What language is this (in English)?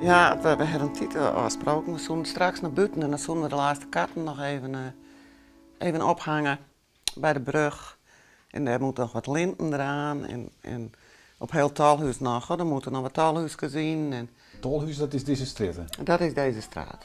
Western Frisian